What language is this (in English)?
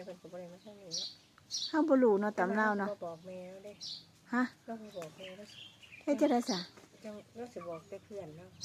Lao